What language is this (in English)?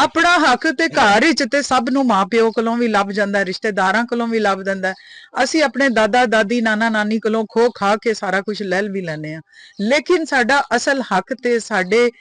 Western Panjabi